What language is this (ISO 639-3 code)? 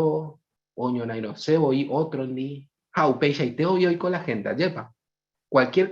grn